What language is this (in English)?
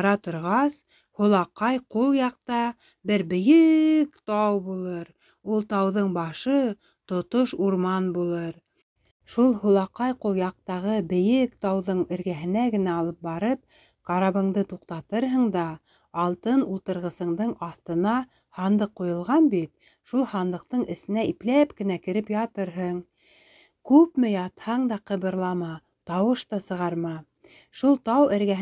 Bashkir